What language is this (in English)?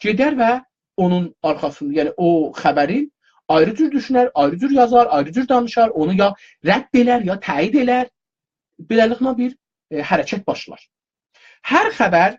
South Azerbaijani